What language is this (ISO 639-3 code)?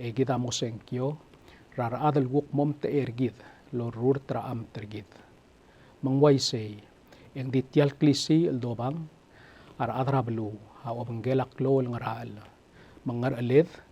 pau